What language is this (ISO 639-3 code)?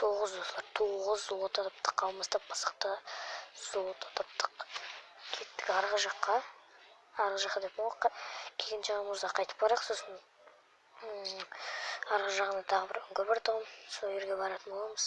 kaz